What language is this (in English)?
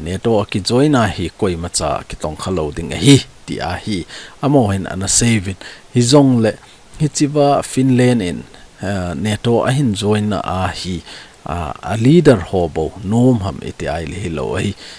Thado Chin